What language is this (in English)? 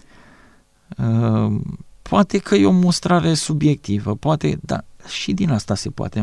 Romanian